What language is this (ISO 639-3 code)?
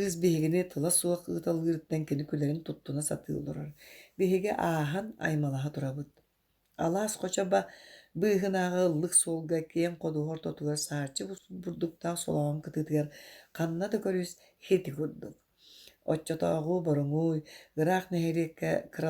sah